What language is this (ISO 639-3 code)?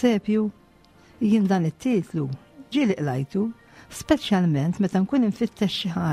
mlt